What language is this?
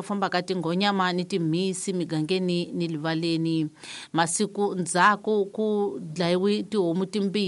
Tsonga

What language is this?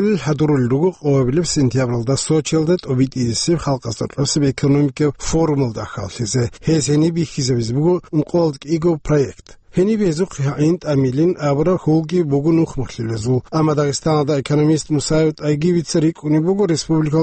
Avaric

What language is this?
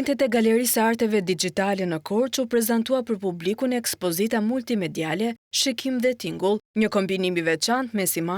Albanian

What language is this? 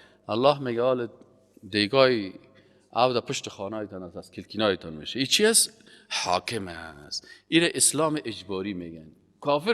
Persian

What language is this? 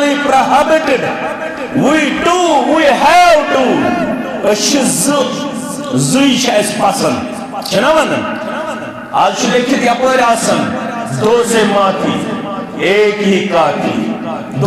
Kashmiri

